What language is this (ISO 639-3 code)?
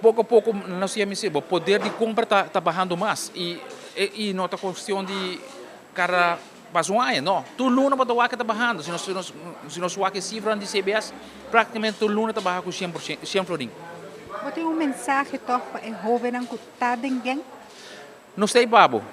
pap